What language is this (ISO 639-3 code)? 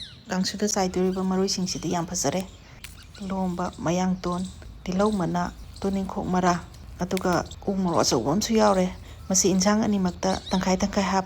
mni